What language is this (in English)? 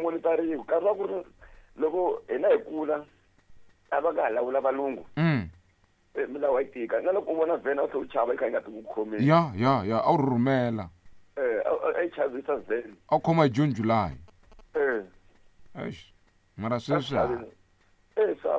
Tsonga